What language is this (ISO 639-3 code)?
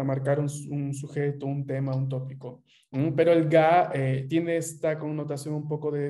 spa